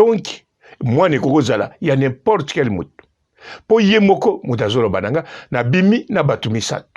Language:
Lingala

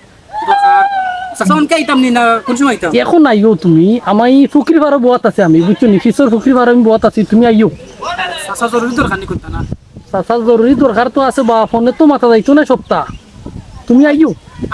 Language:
Sylheti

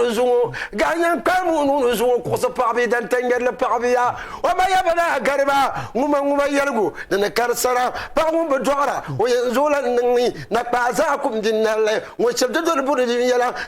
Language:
Dagbani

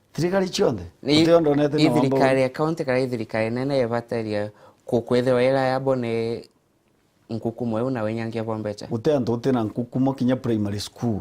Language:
Meru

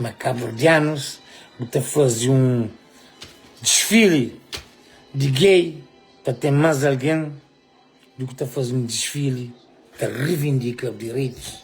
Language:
Kabuverdianu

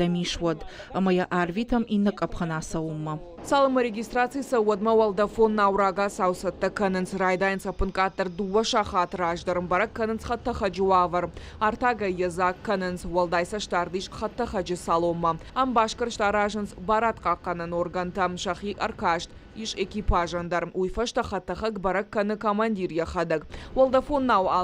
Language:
Ossetic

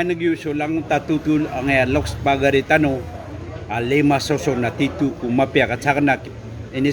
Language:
Maranao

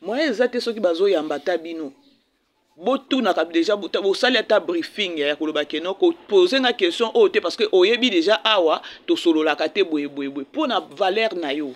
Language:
Lingala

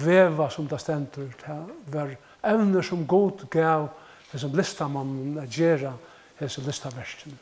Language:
Faroese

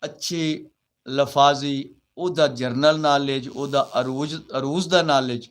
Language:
Saraiki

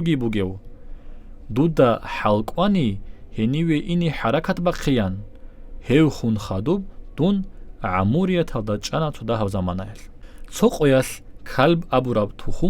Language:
Avaric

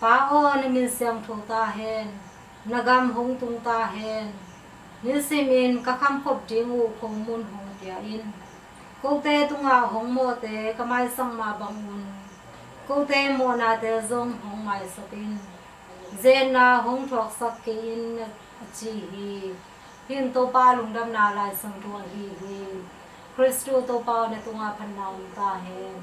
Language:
Tedim Chin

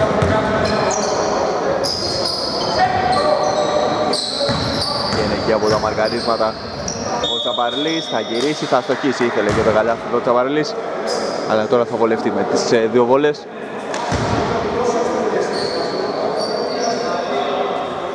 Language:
Greek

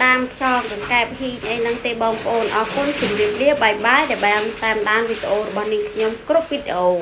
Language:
Khmer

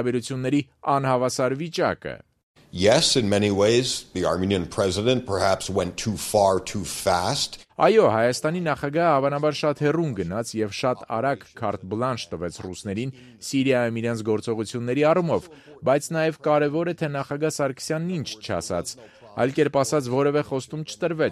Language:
Armenian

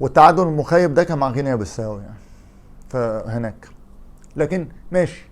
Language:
Egyptian Arabic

